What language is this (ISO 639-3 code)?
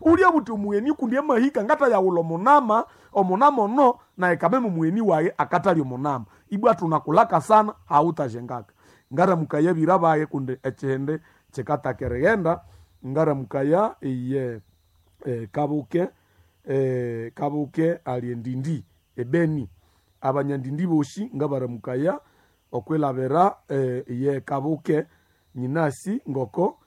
nnb